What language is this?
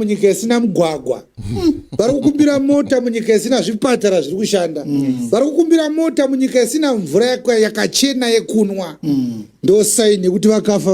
Shona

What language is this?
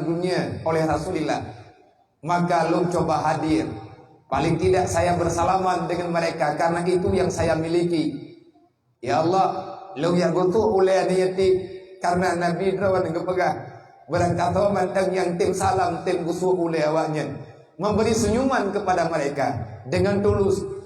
Achinese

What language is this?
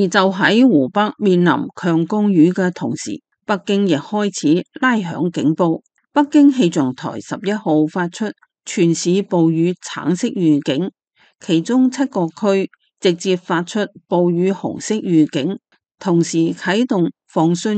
Cantonese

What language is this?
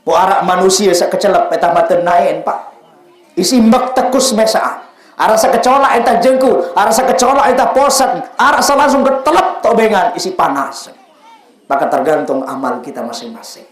Sasak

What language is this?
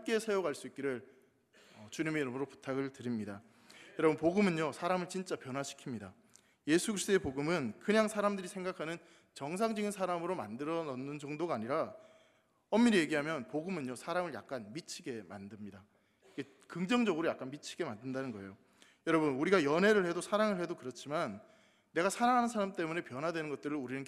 Korean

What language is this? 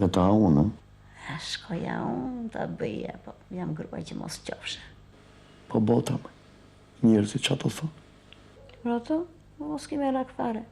Albanian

